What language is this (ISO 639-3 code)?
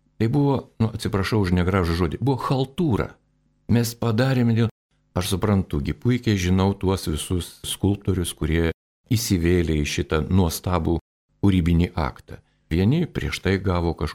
lit